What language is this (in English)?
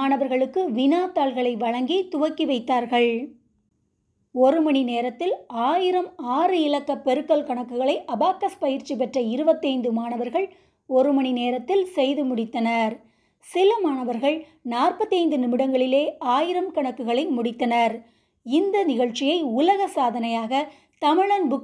Tamil